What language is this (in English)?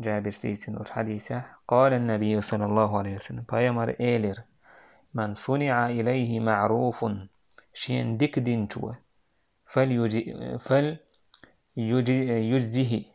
Chechen